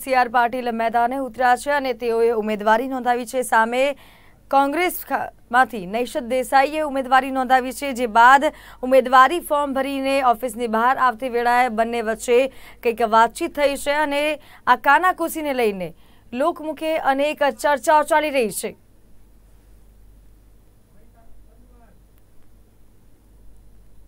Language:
Gujarati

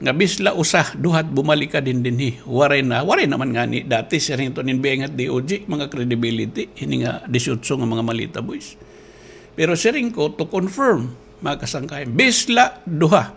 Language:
Waray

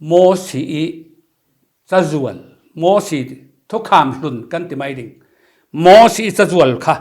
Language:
Falam Chin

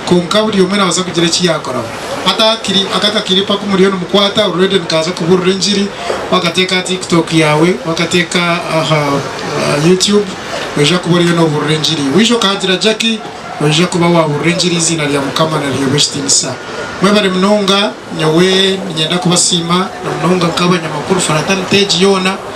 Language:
Nyankole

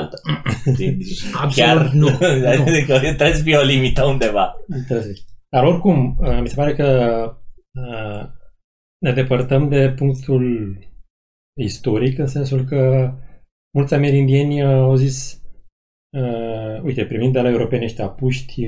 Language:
Romanian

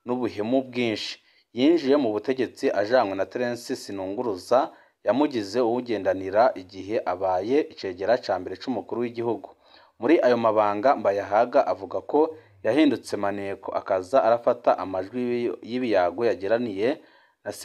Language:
Rundi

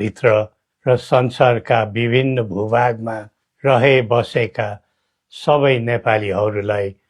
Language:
Nepali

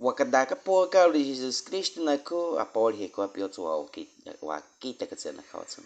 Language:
Baniwa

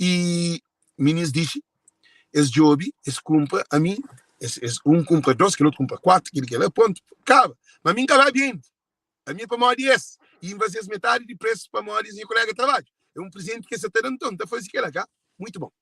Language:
Kabuverdianu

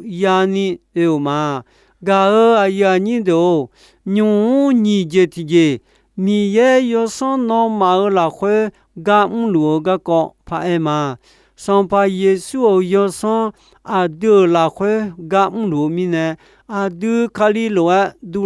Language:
Akha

